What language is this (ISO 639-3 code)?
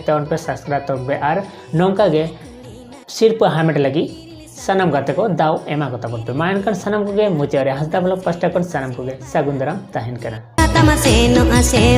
sat